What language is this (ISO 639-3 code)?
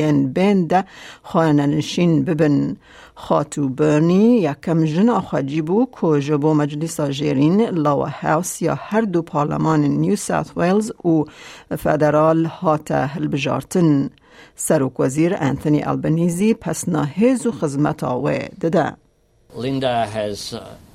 kur